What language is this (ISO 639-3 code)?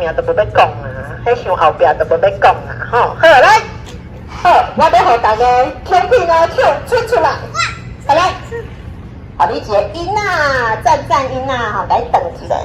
nan